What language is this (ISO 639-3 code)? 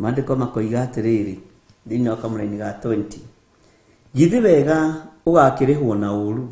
kik